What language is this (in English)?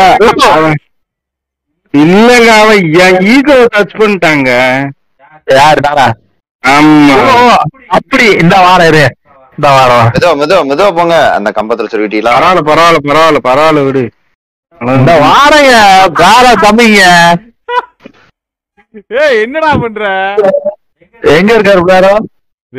Tamil